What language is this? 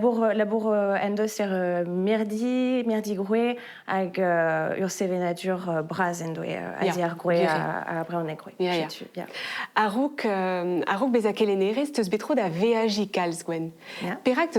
Breton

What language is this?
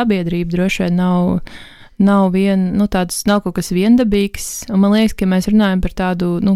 Latvian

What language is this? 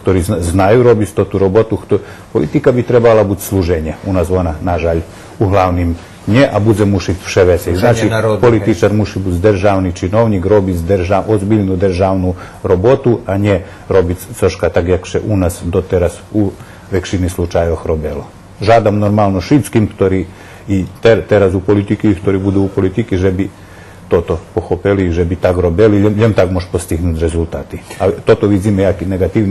Rusyn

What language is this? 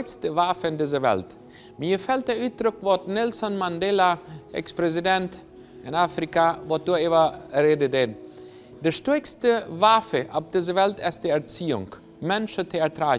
Plautdietsch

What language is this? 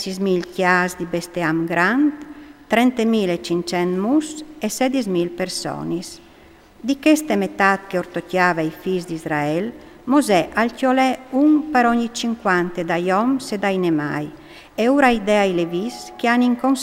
Friulian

